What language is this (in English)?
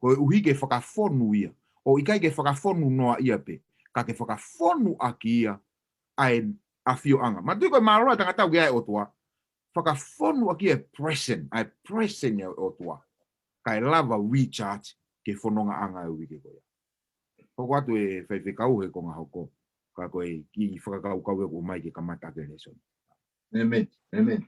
Tongan